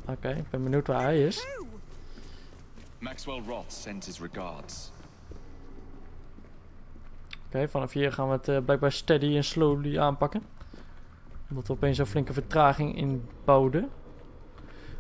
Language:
Dutch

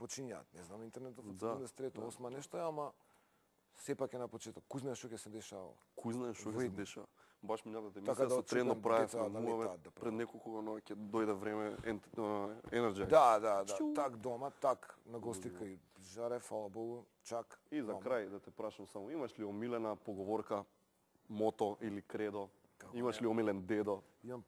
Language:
Macedonian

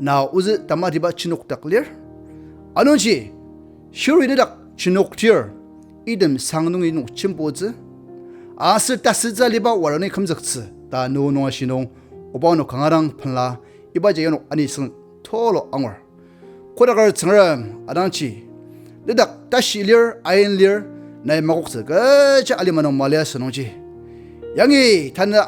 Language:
Ao Naga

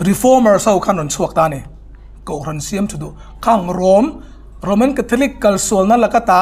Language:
Hmar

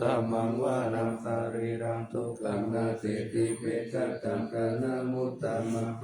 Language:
Pali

